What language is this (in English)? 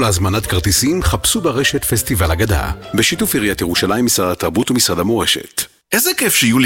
Hebrew